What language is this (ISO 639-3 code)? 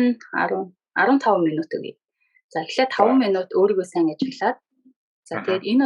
mon